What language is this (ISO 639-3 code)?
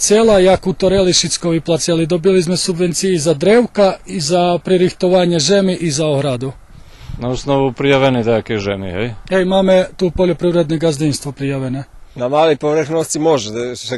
rue